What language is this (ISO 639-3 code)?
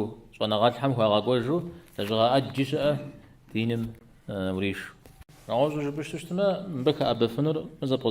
kbd